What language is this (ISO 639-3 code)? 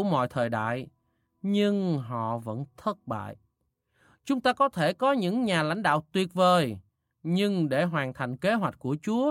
vie